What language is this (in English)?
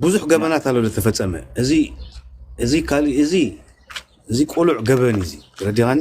Tigrinya